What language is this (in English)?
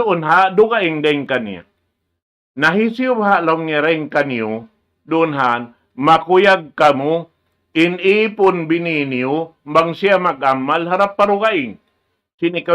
Tausug